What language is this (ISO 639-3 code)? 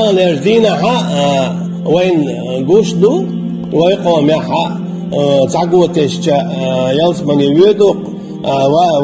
che